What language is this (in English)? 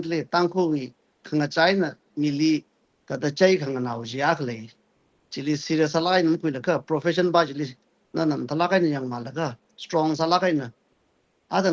Tangkhul Naga (India)